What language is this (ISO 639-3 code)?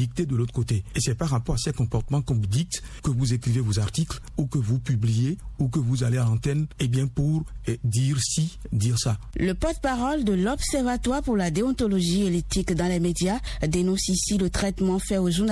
fra